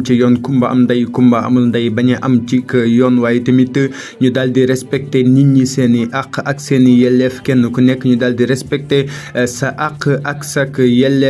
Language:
Wolof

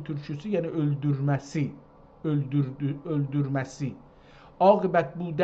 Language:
South Azerbaijani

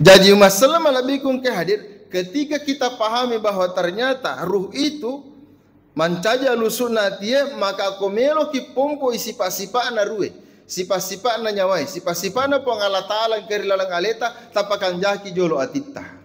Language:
Buginese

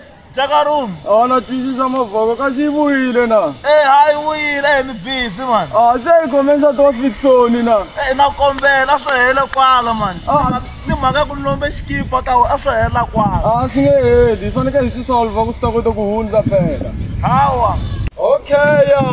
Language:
Tsonga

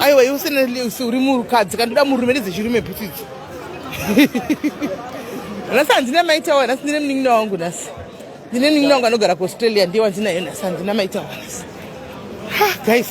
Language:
Shona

